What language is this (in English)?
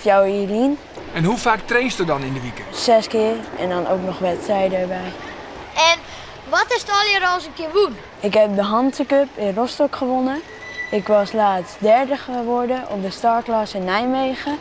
Western Frisian